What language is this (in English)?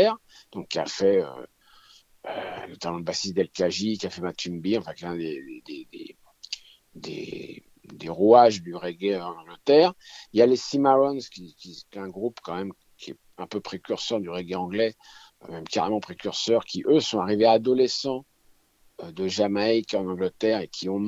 French